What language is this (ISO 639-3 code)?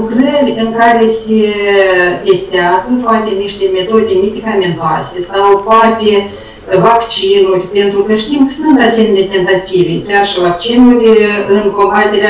ron